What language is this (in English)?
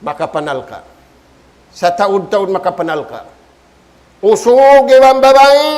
Tausug